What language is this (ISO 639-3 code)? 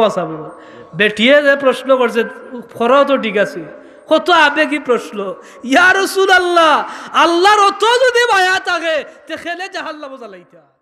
syl